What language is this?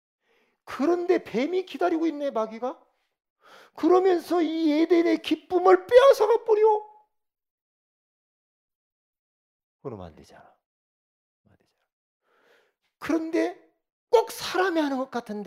Korean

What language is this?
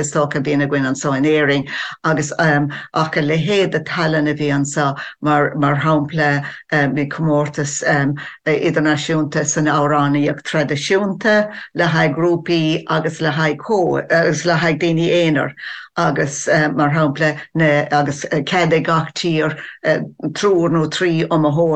Irish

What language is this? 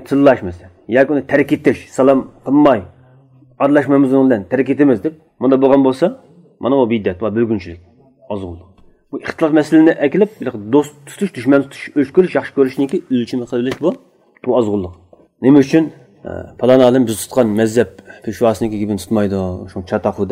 Uyghur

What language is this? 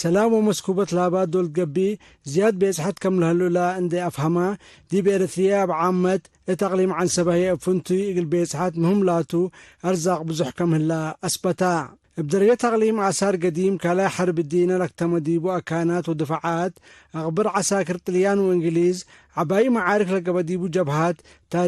Tigre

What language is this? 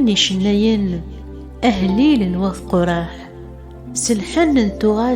Kabyle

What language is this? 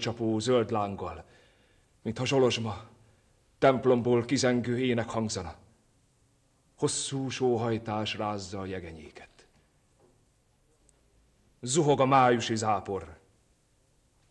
Hungarian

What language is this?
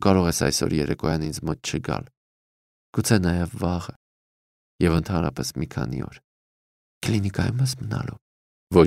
Armenian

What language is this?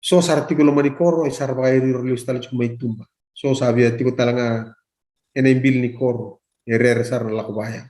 Fijian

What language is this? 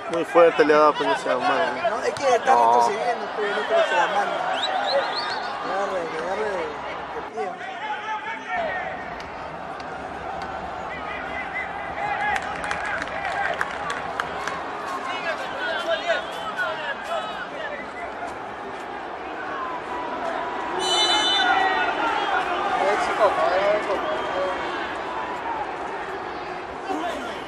Spanish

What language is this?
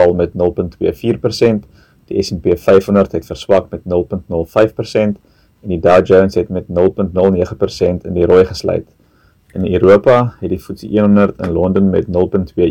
Afrikaans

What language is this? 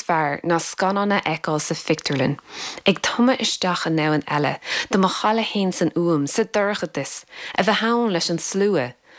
Irish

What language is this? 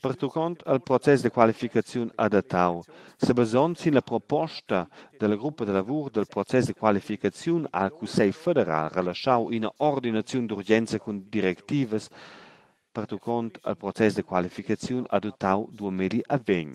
Romansh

